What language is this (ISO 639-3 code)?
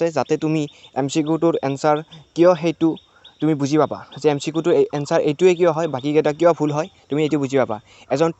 asm